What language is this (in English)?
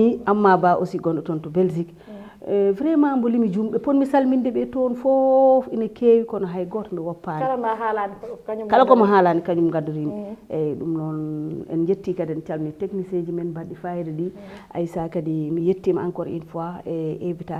Fula